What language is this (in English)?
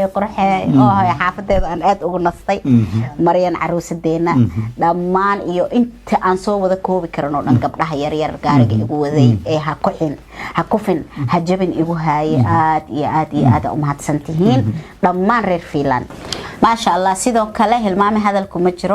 Somali